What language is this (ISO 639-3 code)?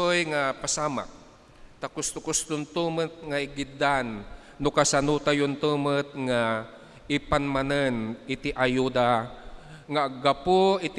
ilo